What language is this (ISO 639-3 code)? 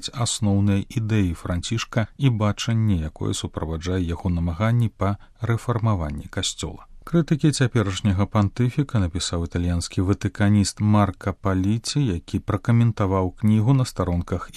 bel